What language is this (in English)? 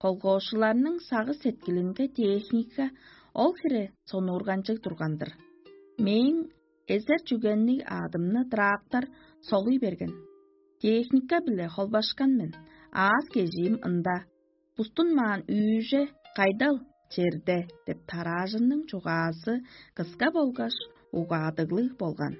Tuvinian